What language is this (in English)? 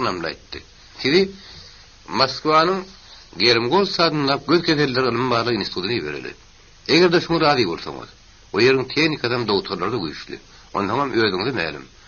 Turkmen